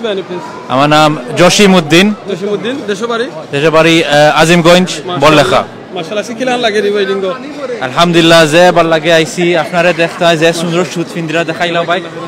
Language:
Sylheti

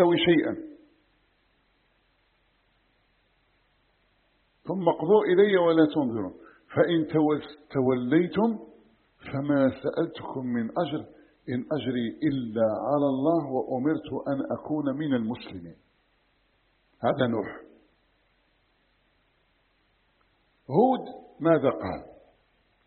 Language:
Arabic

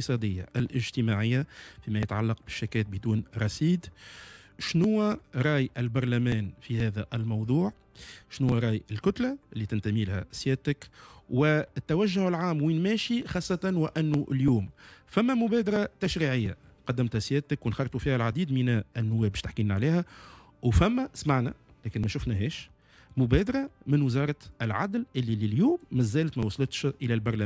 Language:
Tunisian Arabic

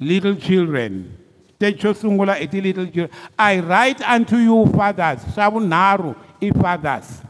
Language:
Tsonga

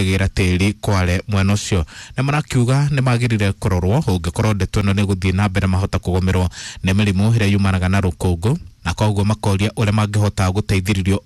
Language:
Kikuyu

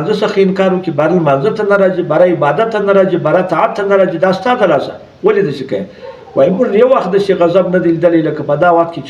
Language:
Pashto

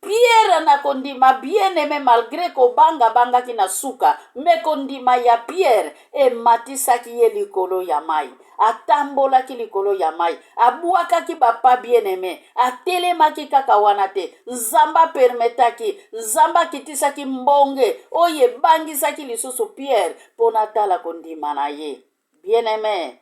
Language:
Lingala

